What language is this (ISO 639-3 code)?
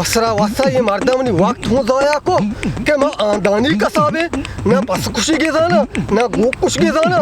bal